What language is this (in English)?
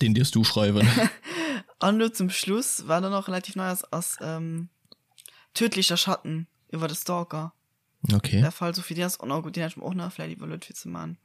Luxembourgish